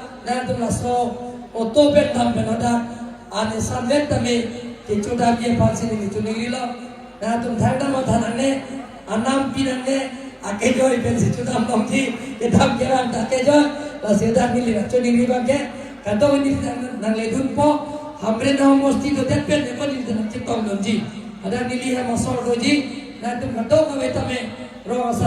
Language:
Karbi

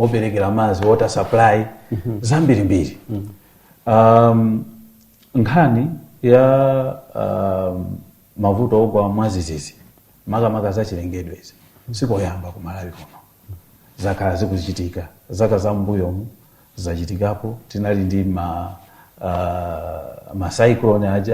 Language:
Nyanja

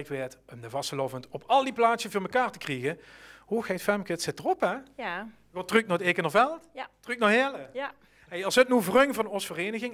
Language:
Limburgish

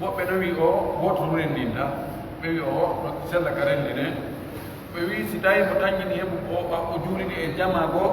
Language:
Pular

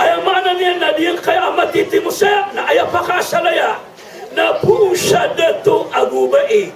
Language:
Maranao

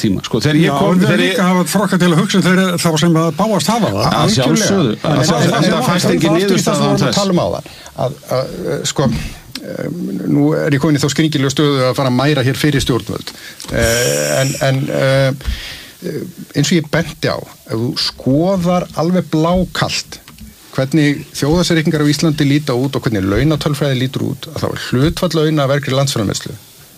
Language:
Icelandic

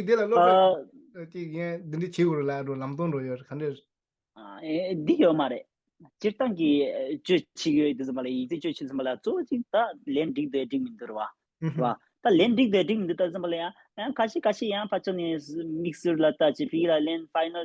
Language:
Tibetan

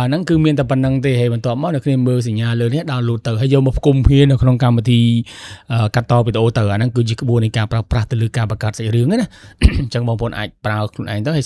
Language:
Khmer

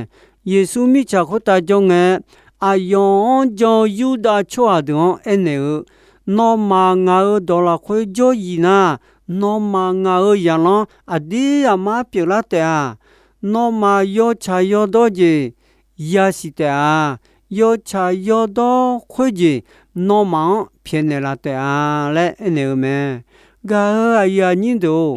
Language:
Akha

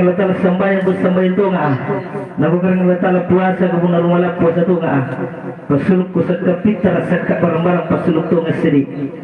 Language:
Makasar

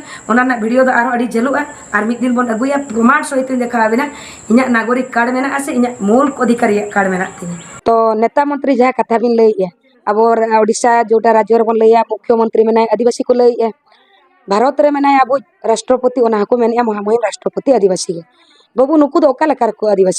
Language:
Santali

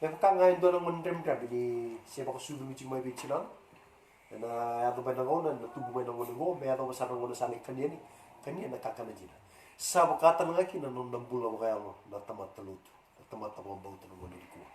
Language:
Fijian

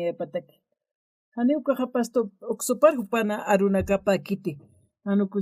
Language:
Aymara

